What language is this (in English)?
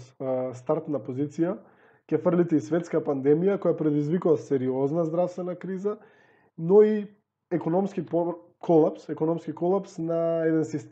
Macedonian